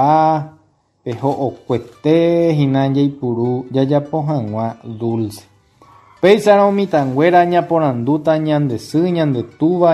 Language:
Guarani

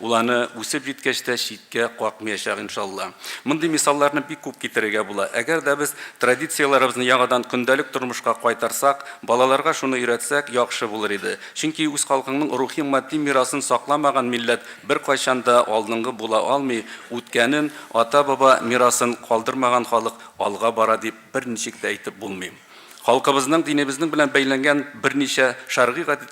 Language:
Tatar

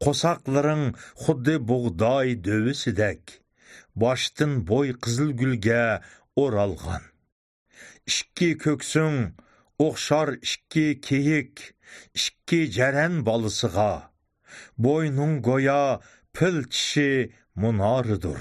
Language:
Uyghur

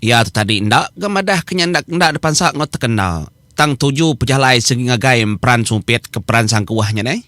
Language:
Iban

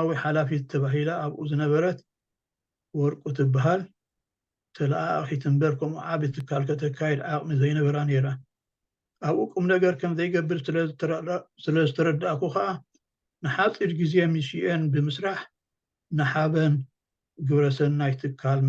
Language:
Tigrinya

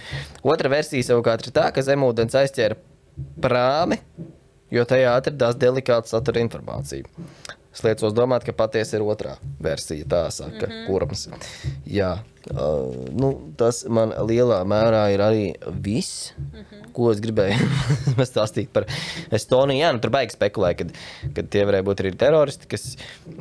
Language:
Latvian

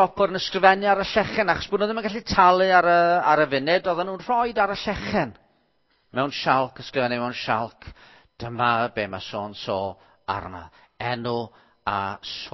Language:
Welsh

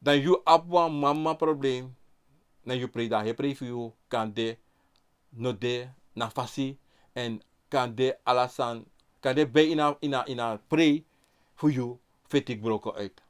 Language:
Sranan Tongo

